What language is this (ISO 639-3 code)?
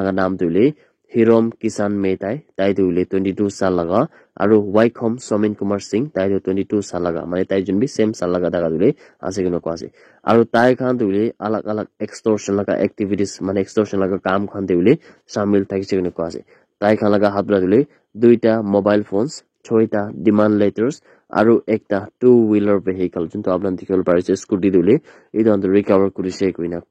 nag